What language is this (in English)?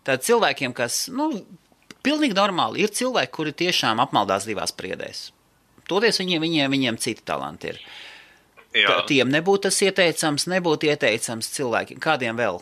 Latvian